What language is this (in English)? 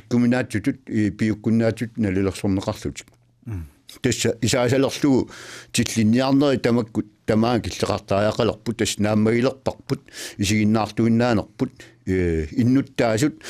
Kalaallisut